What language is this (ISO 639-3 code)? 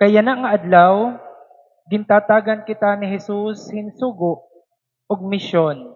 war